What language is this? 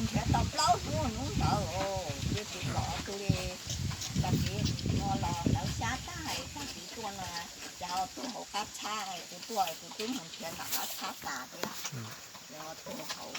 Hmong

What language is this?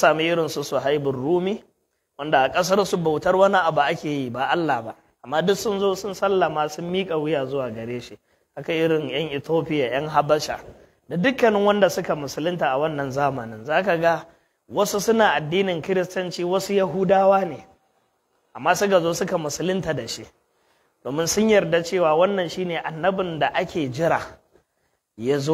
Hausa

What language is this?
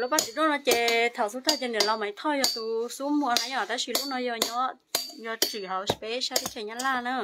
Hmong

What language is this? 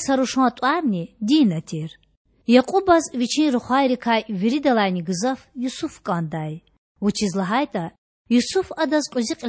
Lezghian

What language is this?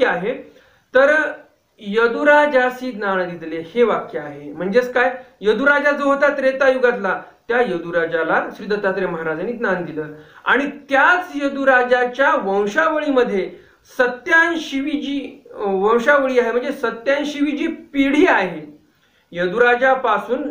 Marathi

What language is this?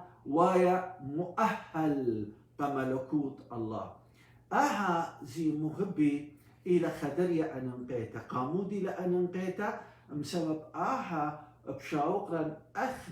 Assyrian Neo-Aramaic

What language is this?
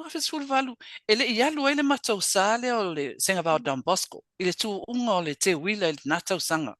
Samoan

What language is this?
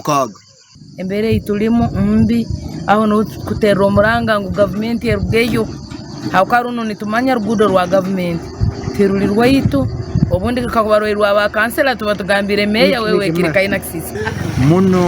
Nyankole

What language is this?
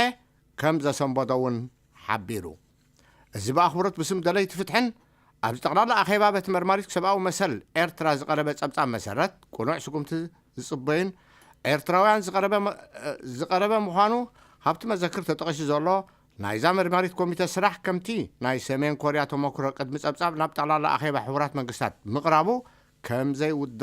Tigrinya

